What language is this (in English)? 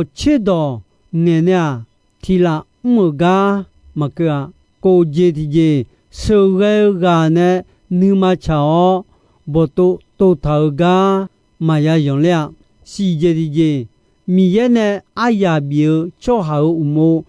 Akha